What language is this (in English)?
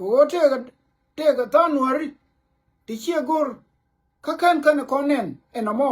Nuer